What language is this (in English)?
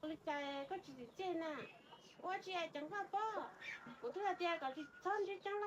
Hmong